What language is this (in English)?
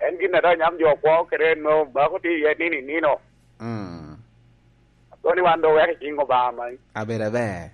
Lango (Uganda)